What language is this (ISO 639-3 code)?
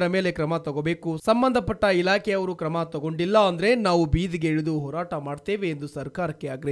kan